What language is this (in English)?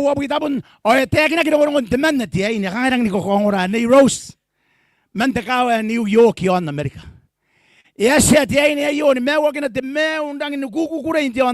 Gilbertese